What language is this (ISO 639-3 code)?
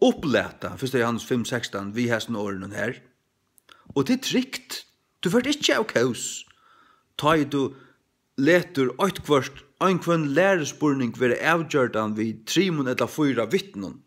fao